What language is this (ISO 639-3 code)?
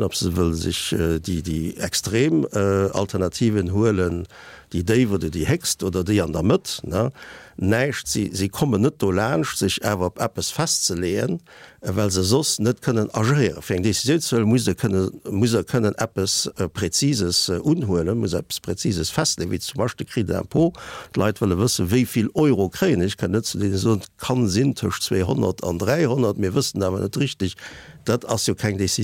ltz